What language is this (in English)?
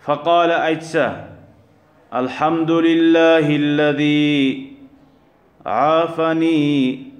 Kumyk